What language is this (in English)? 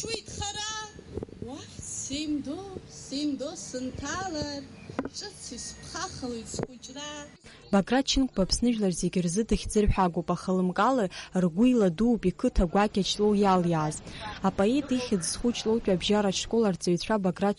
Abkhazian